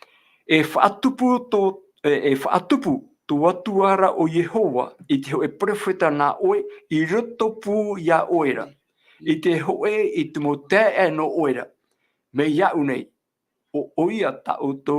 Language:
Tahitian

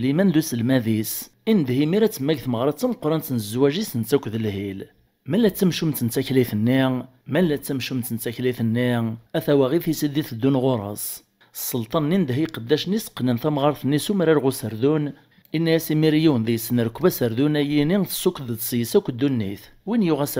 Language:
Kabyle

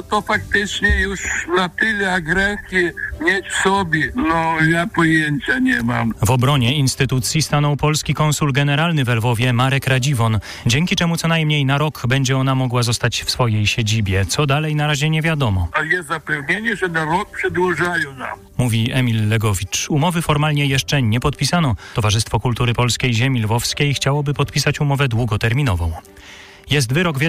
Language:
Polish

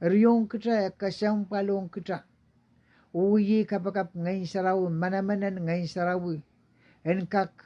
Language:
Pohnpeian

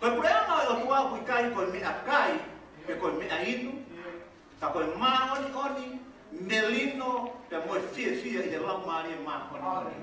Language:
Tongan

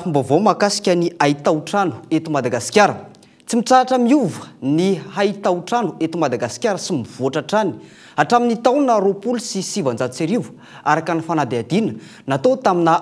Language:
Malagasy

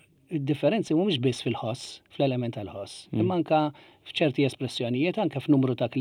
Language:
Maltese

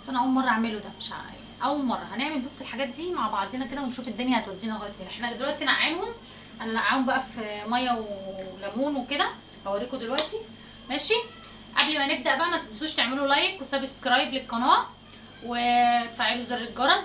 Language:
Egyptian Arabic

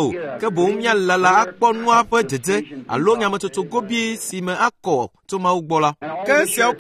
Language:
Ewe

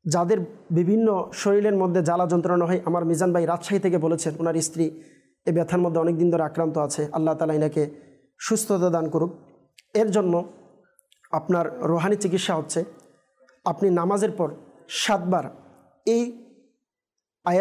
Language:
Bangla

